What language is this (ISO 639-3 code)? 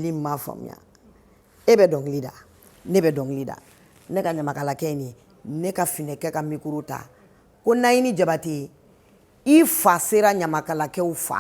bam